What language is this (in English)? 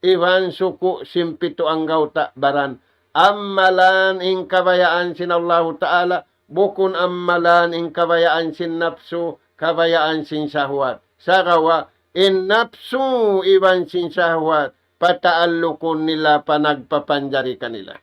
Tausug